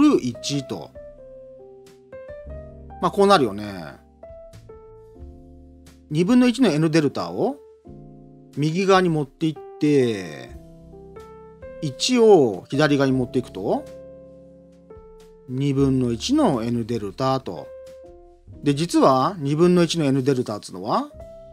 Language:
Japanese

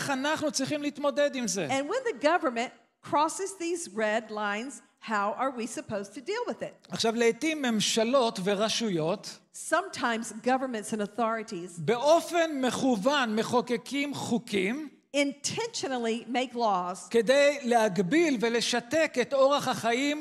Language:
Hebrew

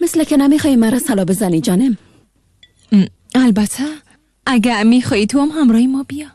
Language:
Tajik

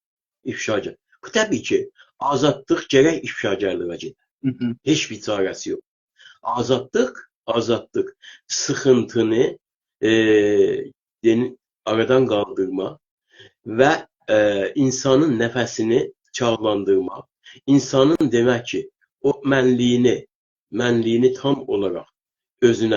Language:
South Azerbaijani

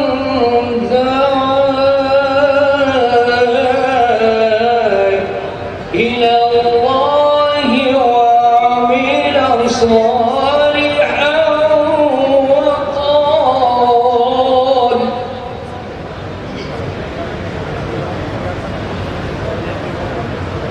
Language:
Arabic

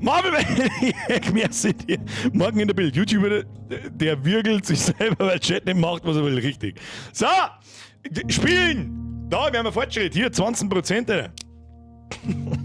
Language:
Bavarian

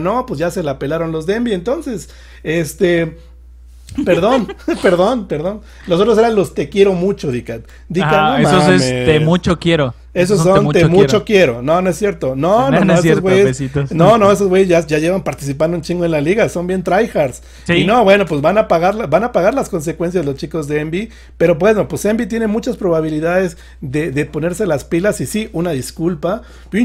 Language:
Spanish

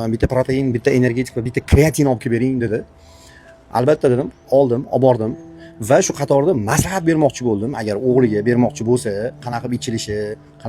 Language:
Uzbek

